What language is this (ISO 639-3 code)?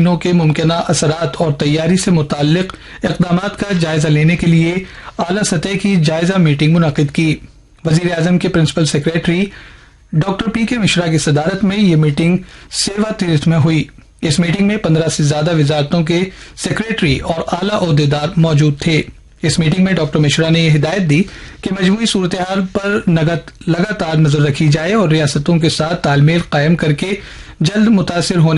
urd